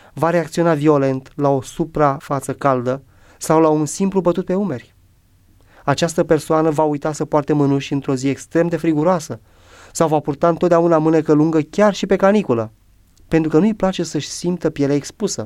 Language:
Romanian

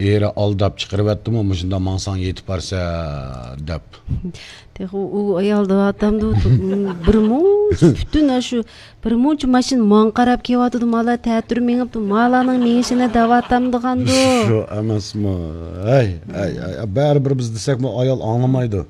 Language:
Uyghur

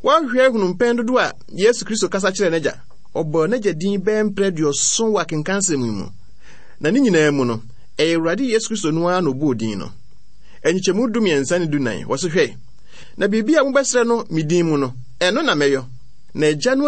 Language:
Akan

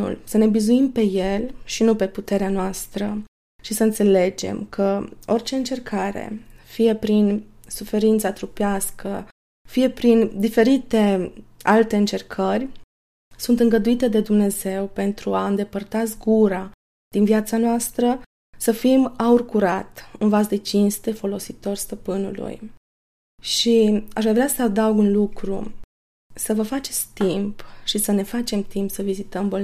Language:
Romanian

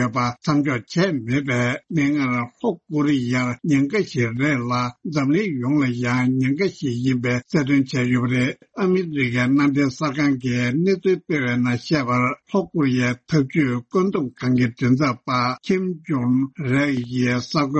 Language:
Tibetan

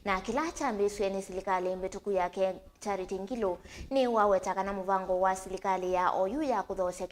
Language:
Kamba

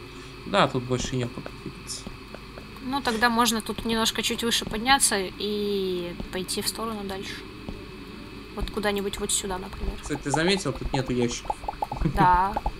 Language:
Russian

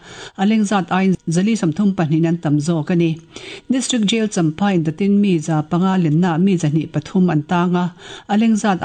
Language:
Mizo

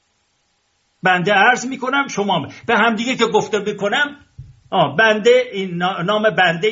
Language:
Persian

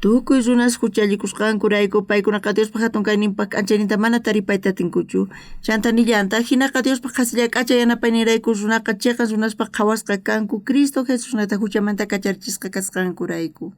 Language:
South Bolivian Quechua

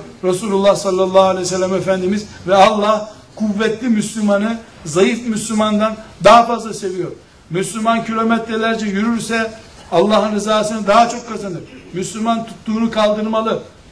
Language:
Turkish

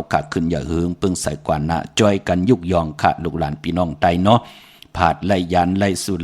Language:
Shan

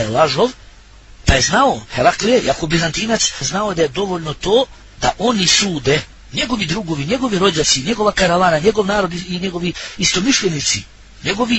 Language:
Bosnian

